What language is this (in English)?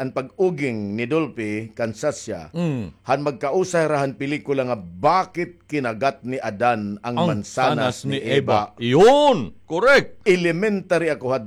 Waray